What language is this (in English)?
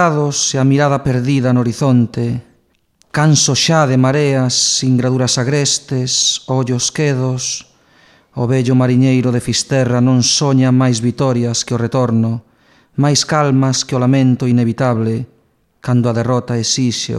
Galician